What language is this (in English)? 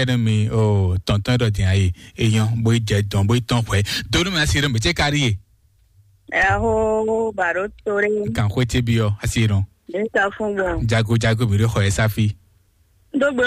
Fon